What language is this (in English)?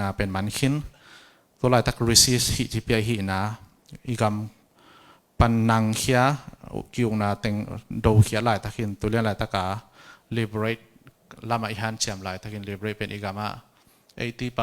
Tedim Chin